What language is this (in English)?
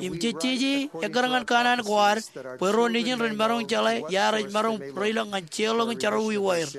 Marshallese